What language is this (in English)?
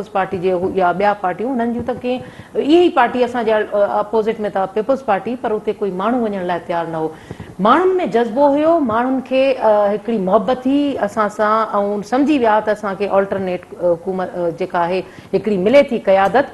Sindhi